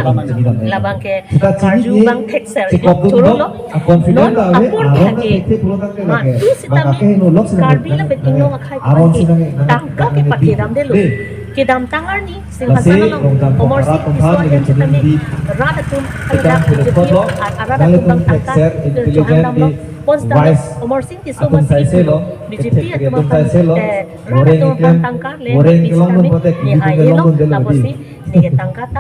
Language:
Karbi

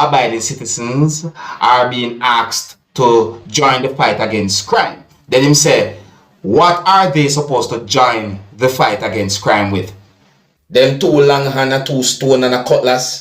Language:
Jamaican Creole English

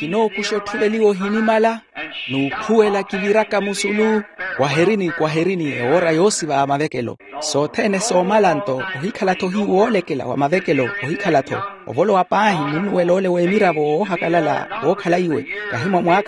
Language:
Makhuwa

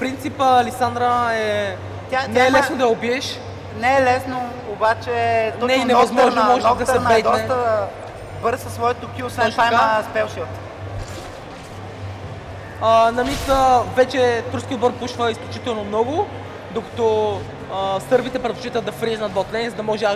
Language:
Bulgarian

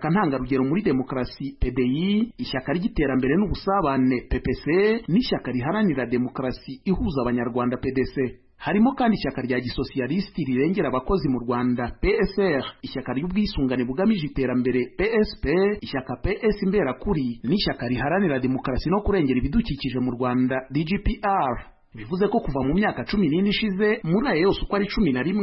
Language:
Kinyarwanda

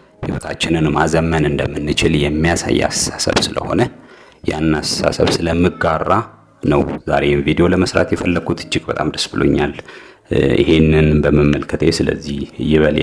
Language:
Amharic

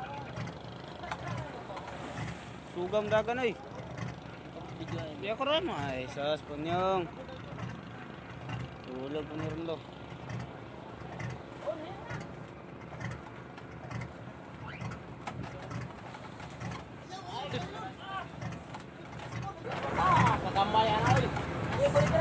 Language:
Filipino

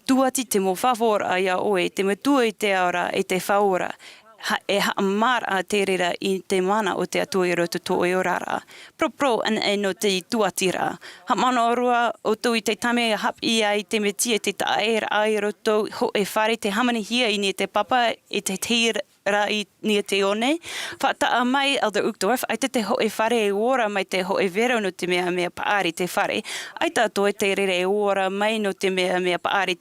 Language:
Tahitian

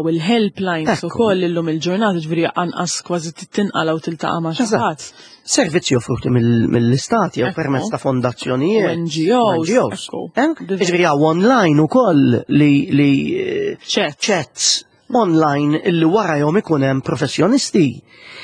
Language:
Maltese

